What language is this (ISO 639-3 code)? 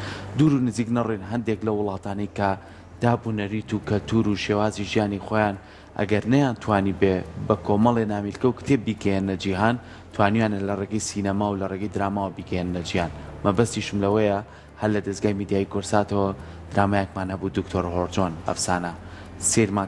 ckb